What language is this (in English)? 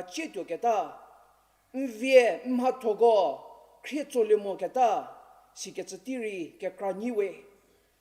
Angami Naga